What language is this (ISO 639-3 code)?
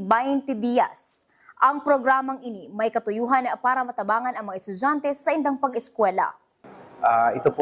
bik